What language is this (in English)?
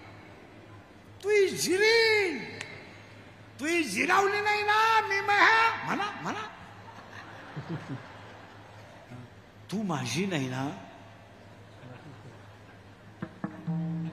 Marathi